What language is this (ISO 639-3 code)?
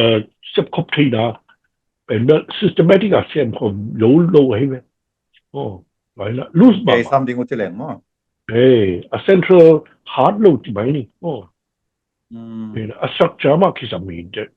ctd